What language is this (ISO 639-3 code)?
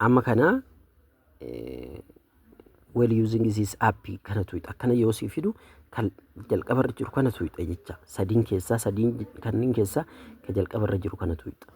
orm